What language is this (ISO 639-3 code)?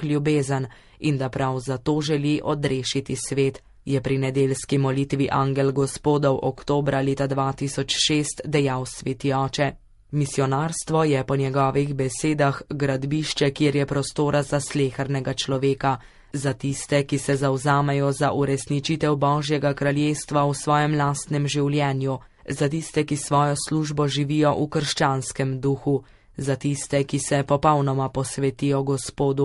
slv